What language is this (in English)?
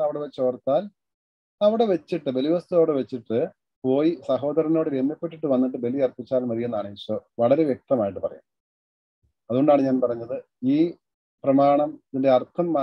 Malayalam